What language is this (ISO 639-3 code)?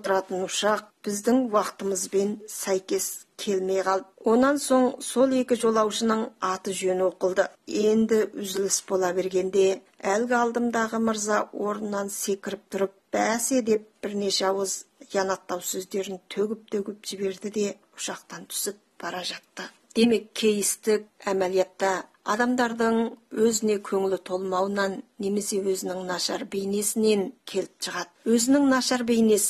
kaz